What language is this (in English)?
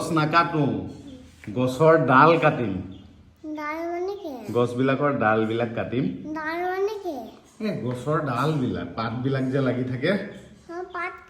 Assamese